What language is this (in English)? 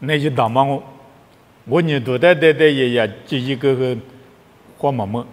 Lisu